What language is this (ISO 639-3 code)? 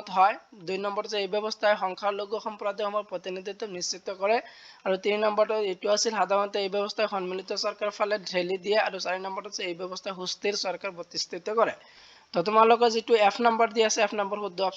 asm